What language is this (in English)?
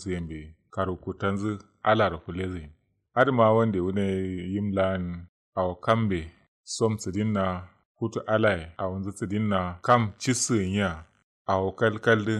Kanuri